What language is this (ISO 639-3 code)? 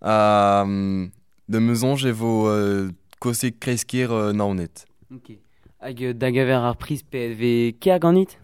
bre